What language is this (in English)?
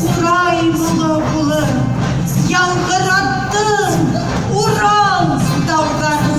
Bashkir